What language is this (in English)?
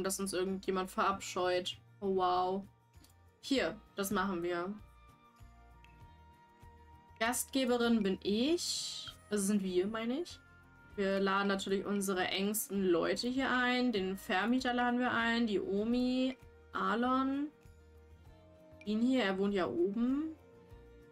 German